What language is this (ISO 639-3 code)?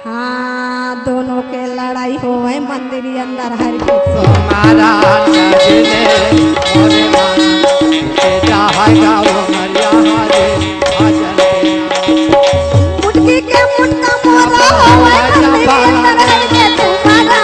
hne